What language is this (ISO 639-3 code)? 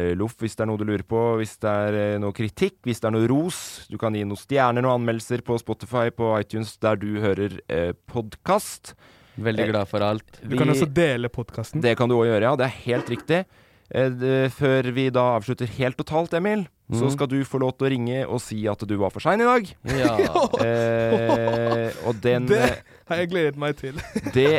nor